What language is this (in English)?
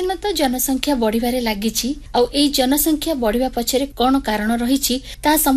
Odia